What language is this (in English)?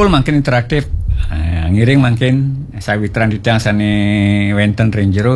Balinese